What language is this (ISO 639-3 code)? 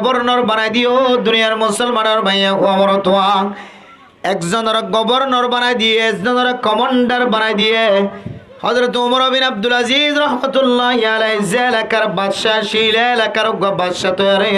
rhg